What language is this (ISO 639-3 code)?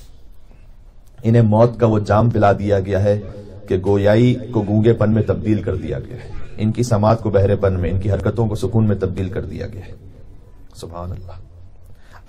urd